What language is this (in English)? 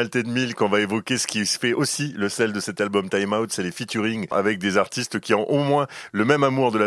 French